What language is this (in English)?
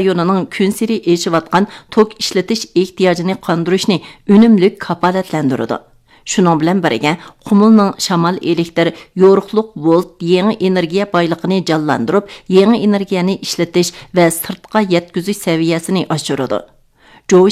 Uyghur